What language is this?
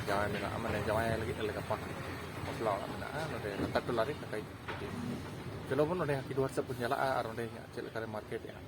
Santali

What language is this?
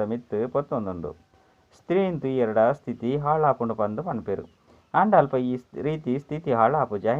Tulu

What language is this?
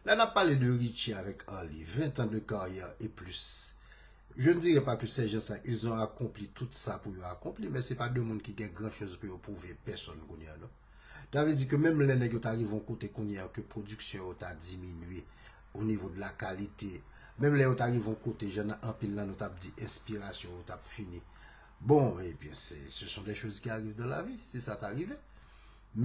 Haitian Creole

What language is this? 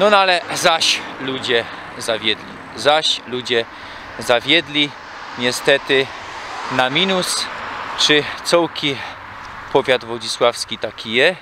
Silesian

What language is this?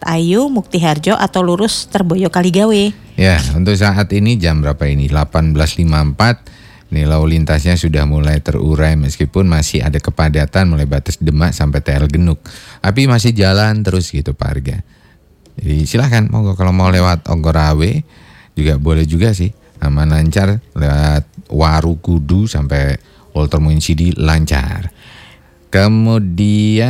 Indonesian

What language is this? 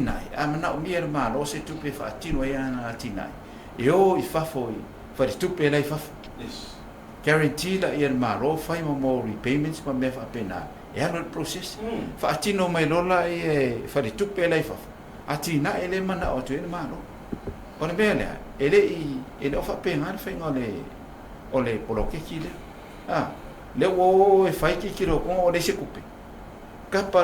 Samoan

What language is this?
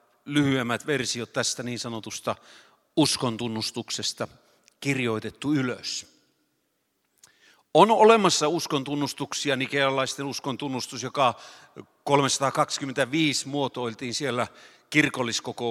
Finnish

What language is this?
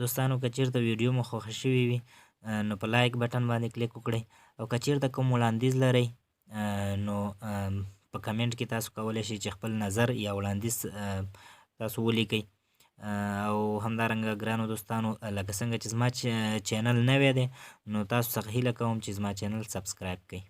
Pashto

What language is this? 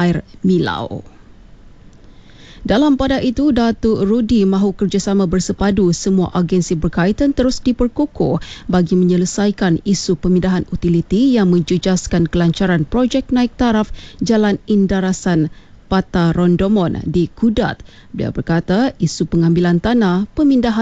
Malay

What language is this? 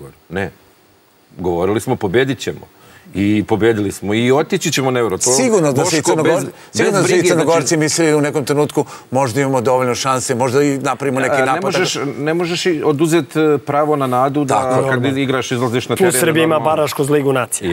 Serbian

